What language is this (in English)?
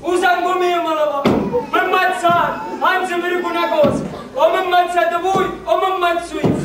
Sicilian